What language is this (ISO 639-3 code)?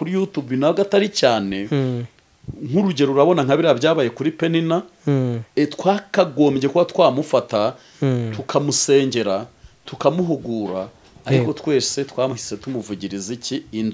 kin